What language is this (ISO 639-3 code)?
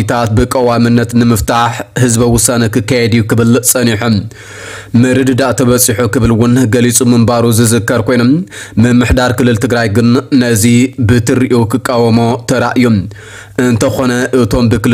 tir